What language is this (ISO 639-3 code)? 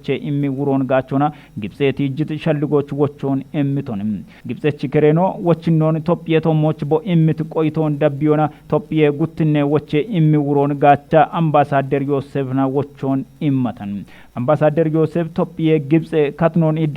kbr